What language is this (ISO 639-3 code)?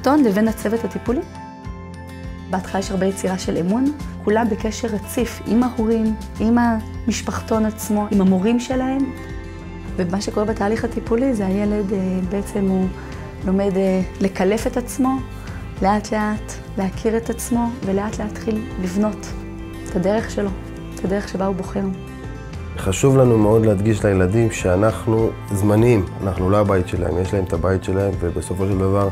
heb